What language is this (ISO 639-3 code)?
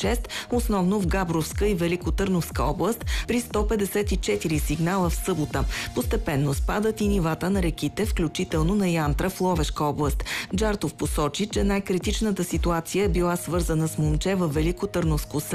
bul